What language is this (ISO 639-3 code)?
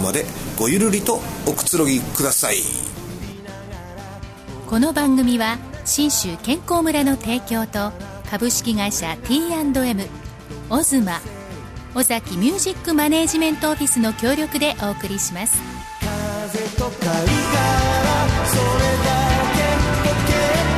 jpn